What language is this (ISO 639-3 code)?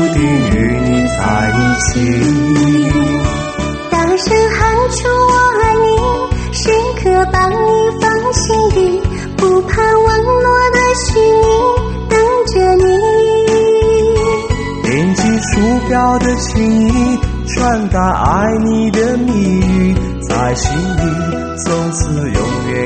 zho